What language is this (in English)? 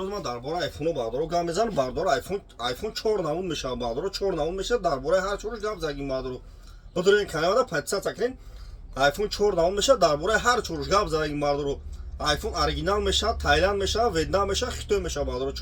Tajik